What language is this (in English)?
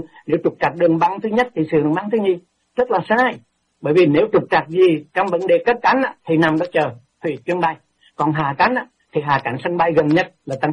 Vietnamese